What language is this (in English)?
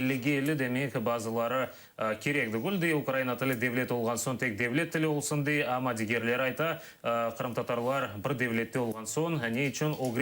Crimean Tatar